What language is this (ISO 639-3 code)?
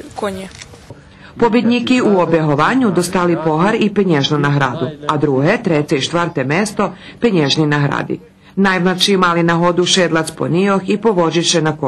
rue